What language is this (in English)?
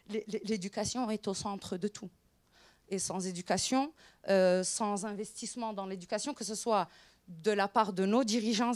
French